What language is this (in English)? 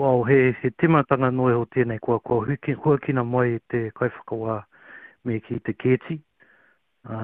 Māori